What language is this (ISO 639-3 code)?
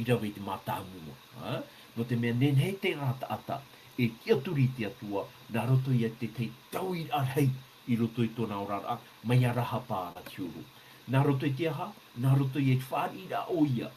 tah